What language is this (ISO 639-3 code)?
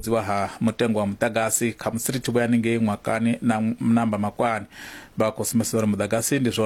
ven